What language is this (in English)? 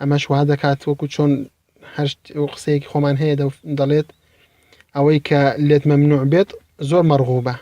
Central Kurdish